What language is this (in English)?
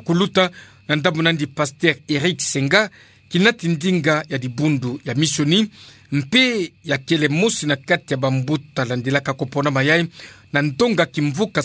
Kituba (Democratic Republic of Congo)